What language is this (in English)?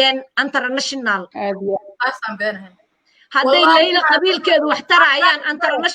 Somali